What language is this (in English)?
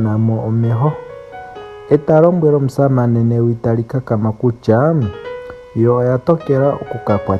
Ndonga